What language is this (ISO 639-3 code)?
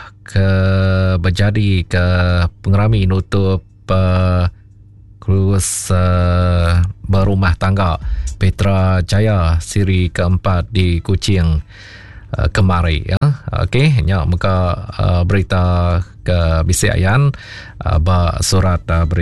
iba